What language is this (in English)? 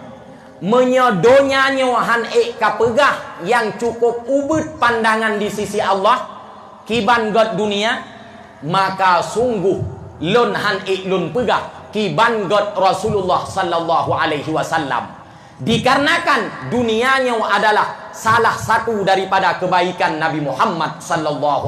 Achinese